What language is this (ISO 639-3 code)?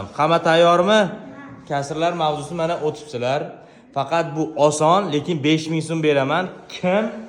uzb